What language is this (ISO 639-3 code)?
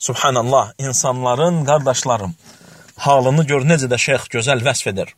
aze